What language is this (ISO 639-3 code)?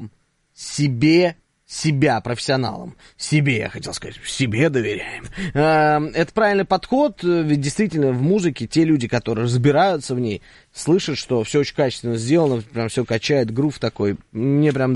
rus